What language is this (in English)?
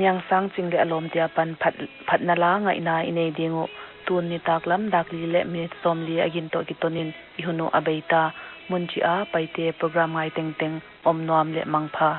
Paite Chin